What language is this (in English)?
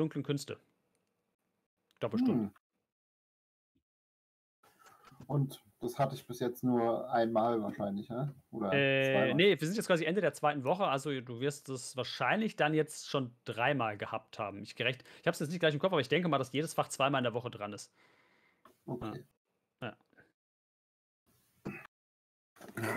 German